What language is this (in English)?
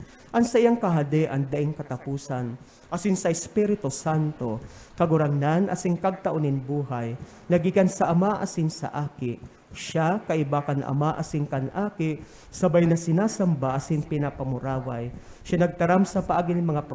Bikol